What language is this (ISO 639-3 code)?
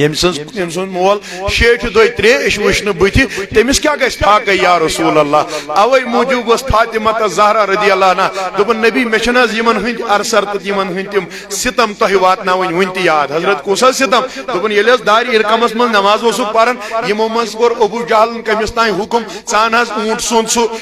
kas